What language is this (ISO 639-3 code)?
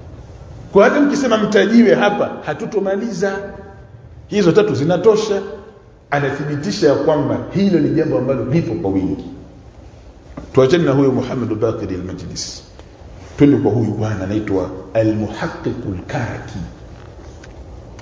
swa